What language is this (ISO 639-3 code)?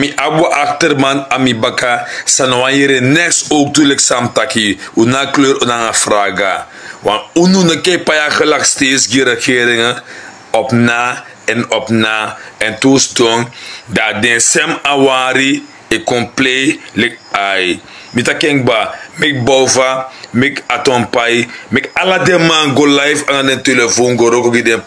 srn